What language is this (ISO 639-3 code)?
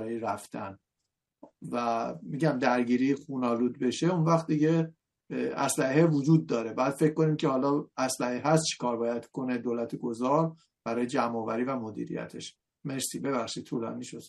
fas